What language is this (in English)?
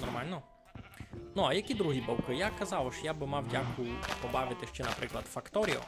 Rusyn